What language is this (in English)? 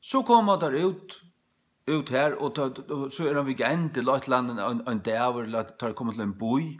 Faroese